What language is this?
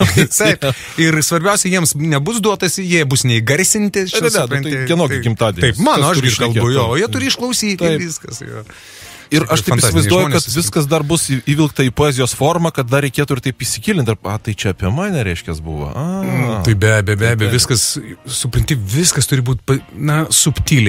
Lithuanian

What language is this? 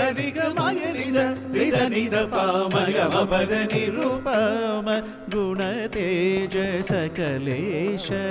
Telugu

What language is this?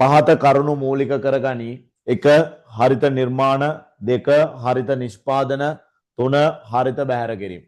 Sinhala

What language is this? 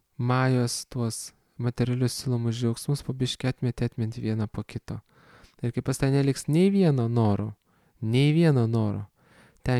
Lithuanian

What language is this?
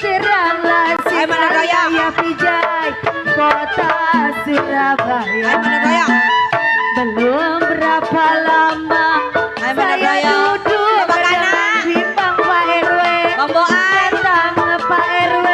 Betawi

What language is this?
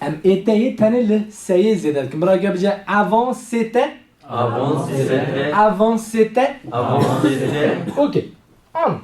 Kurdish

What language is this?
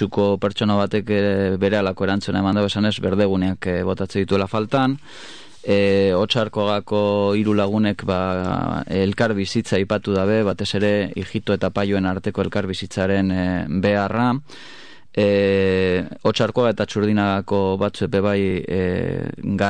Basque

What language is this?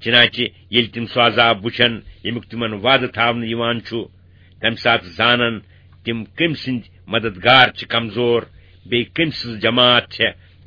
Kashmiri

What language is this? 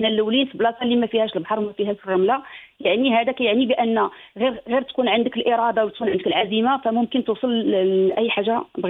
Moroccan Arabic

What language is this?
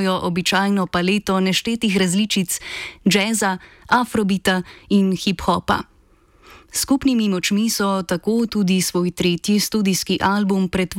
Slovenian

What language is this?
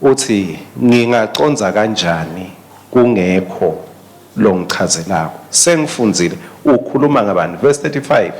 Swati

